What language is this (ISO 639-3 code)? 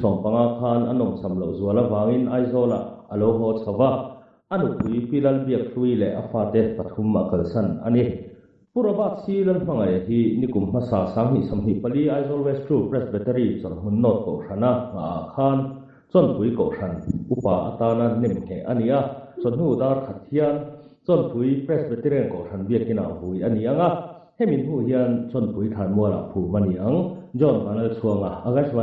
lus